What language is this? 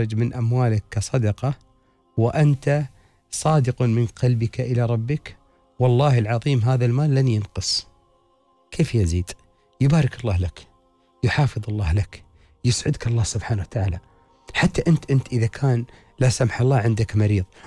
Arabic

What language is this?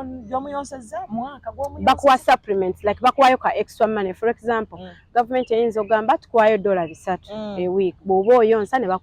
Ganda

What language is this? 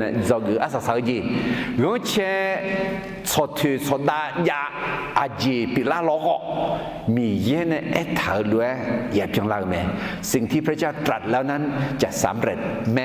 Akha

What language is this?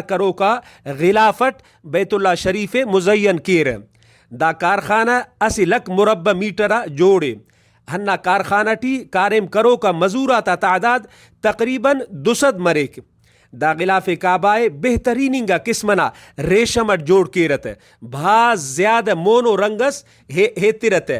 Brahui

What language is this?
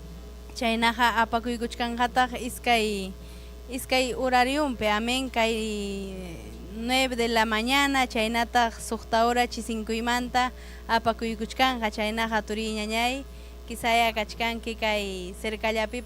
Ayacucho Quechua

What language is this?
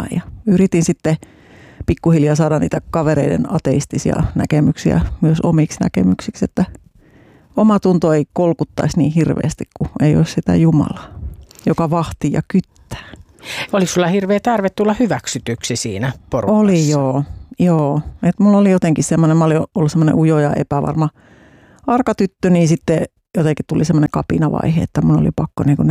Finnish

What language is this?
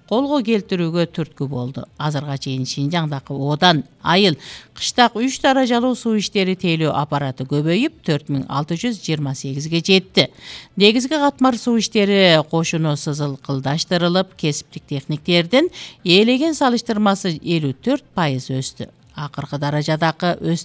Kyrgyz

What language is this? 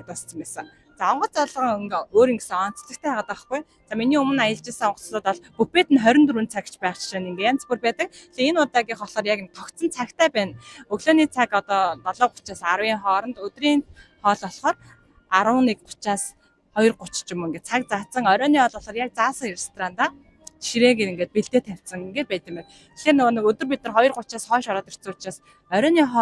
Mongolian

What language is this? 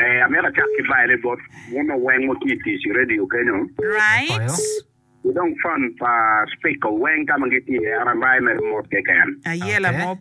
Acoli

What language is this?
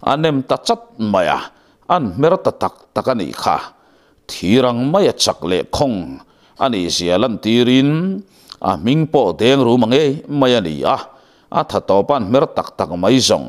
Mizo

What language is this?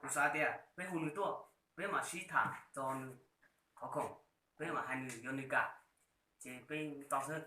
Hmong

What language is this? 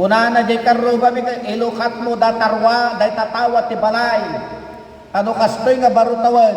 Iloko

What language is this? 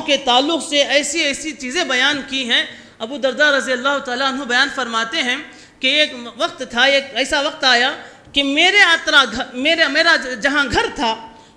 Urdu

